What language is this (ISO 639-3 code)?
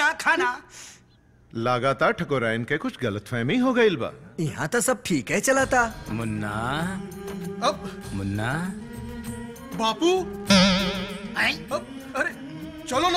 bho